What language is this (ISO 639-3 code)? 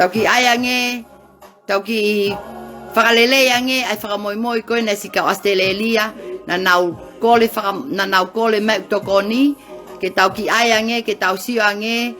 ton